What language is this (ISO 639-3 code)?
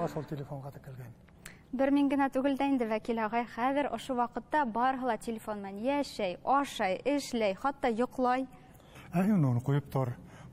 bak